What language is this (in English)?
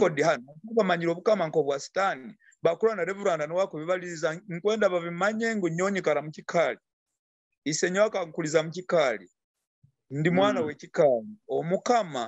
Nyoro